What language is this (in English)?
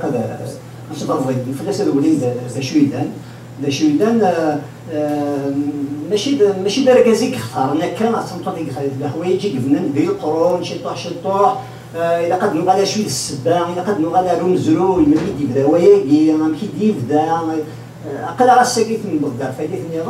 Kabyle